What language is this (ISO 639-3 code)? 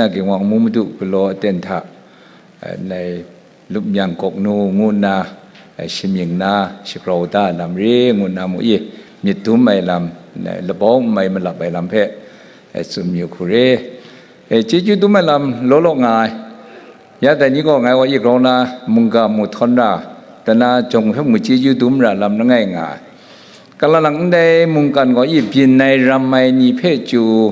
kac